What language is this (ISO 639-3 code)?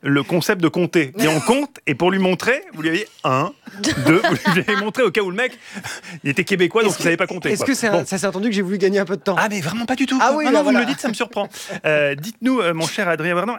fra